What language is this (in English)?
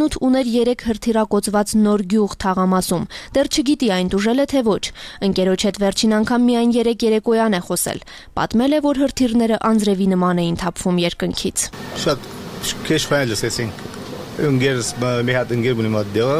Armenian